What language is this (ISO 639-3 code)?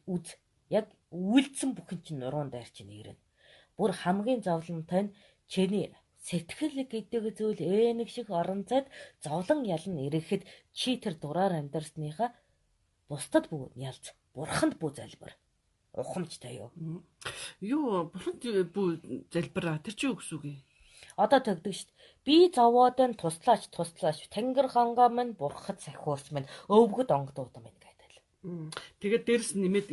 mon